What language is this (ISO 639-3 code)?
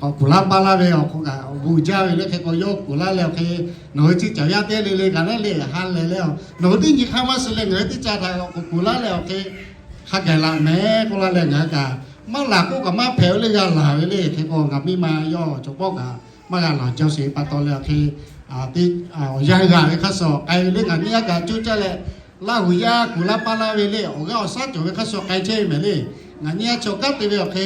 lhu